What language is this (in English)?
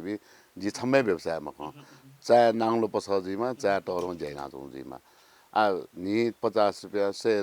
Newari